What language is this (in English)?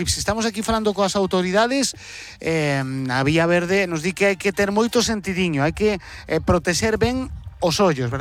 Galician